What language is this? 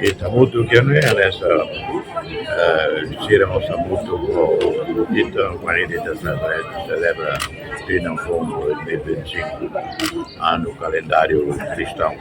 Tetum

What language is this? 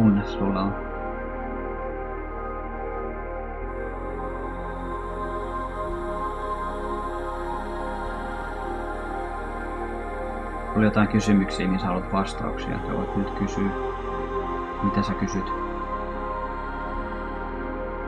Finnish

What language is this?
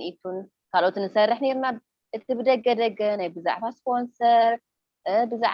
Tigrinya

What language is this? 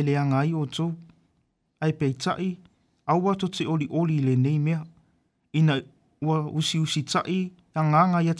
Samoan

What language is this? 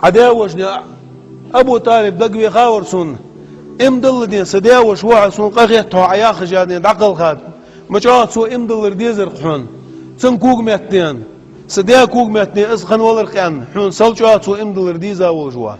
Ingush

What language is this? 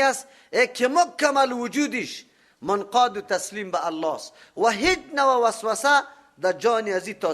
Persian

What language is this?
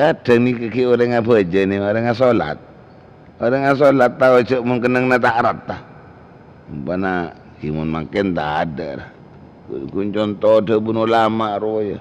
Madurese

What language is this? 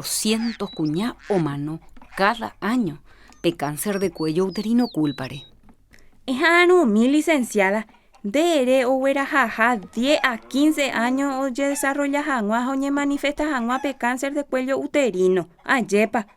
Guarani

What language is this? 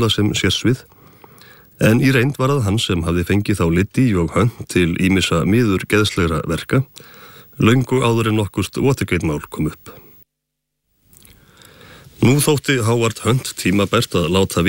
Icelandic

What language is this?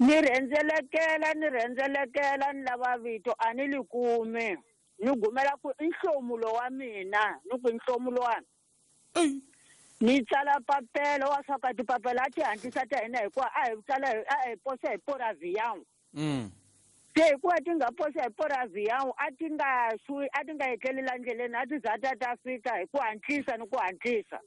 Tsonga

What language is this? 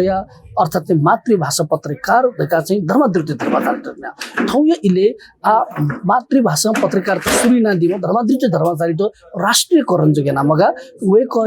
Newari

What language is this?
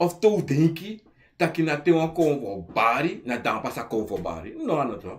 Sranan Tongo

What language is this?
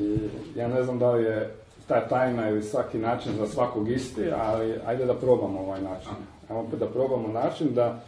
Serbian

